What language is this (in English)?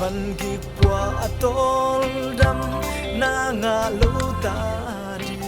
Tedim Chin